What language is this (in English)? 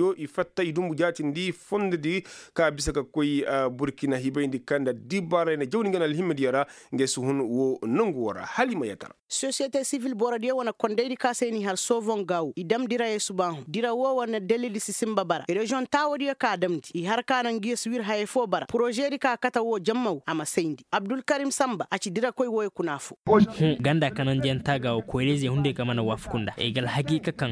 Koyraboro Senni